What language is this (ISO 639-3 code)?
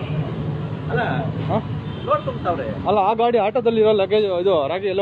kan